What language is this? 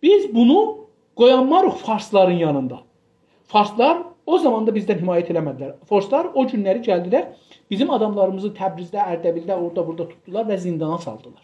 South Azerbaijani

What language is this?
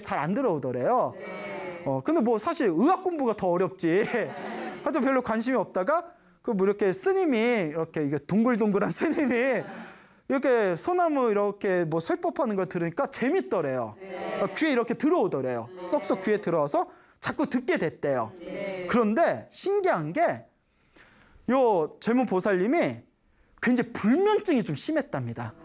Korean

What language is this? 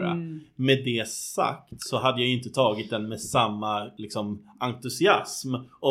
Swedish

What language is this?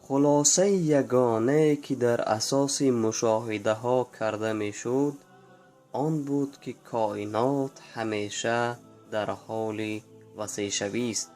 Tajik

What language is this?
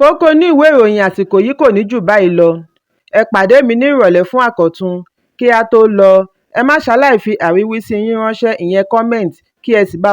Yoruba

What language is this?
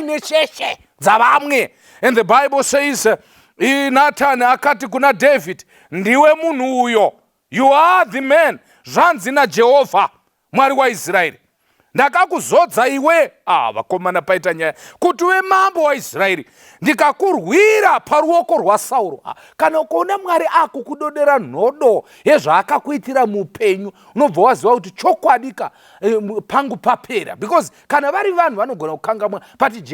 Shona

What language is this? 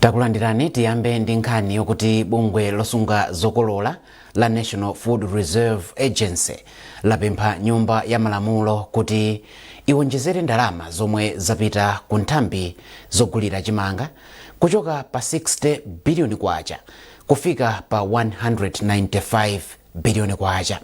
Nyanja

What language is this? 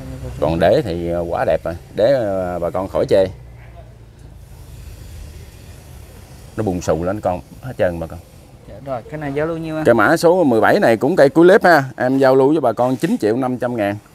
Vietnamese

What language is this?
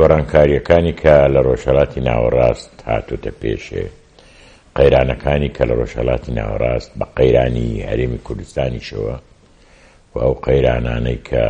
Central Kurdish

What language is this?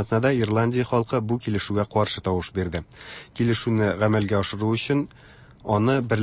Tatar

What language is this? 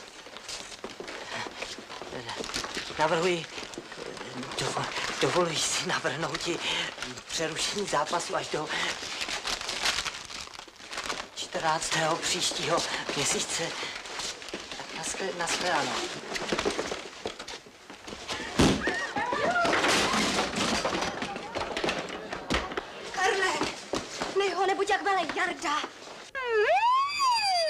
Czech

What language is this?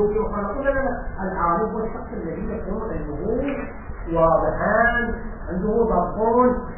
Arabic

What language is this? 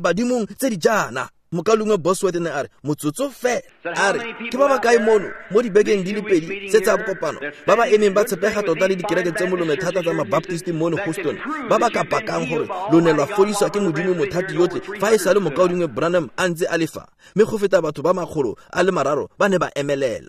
Tswana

